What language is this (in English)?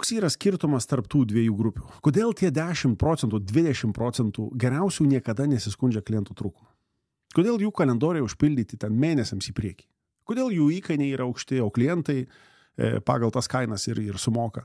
Lithuanian